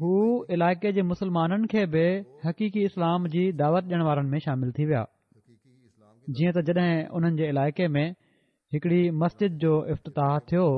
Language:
Sindhi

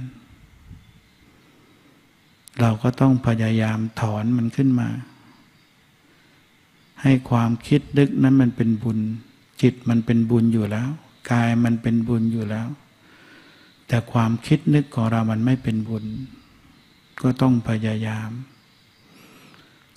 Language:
Thai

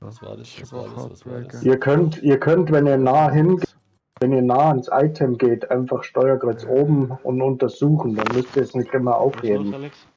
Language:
Bavarian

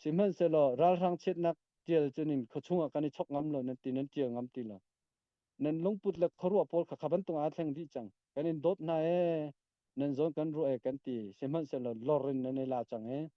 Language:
Hakha Chin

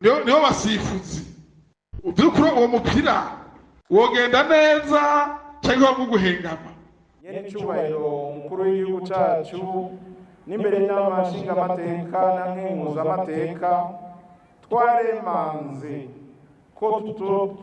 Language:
Rundi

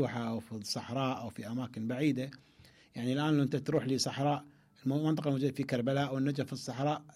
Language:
Mesopotamian Arabic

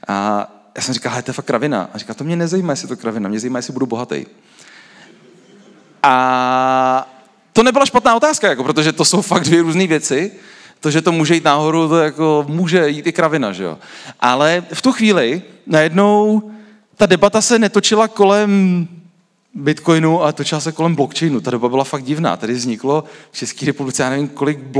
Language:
Czech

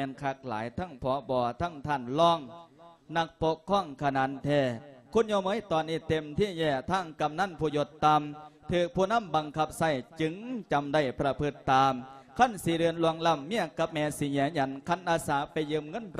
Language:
Lao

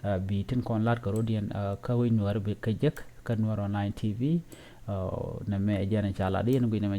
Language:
Nuer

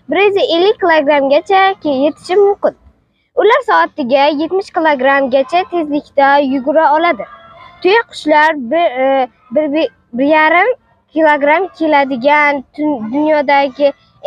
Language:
Uzbek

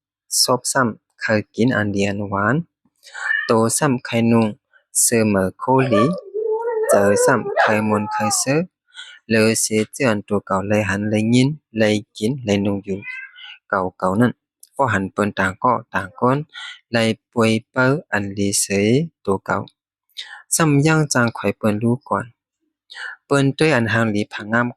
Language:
Shan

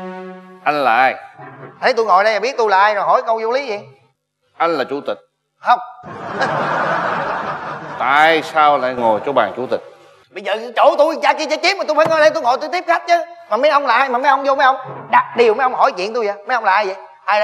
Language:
Vietnamese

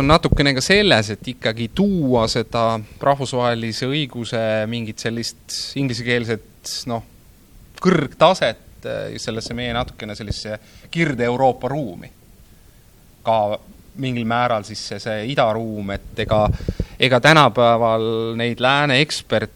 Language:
Estonian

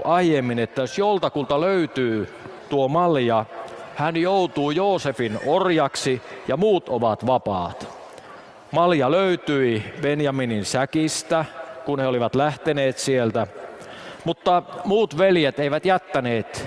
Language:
Finnish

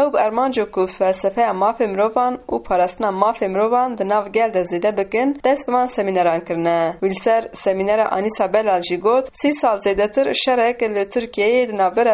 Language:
Kurdish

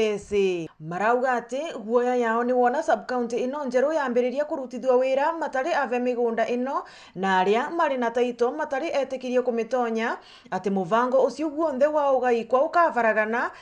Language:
Meru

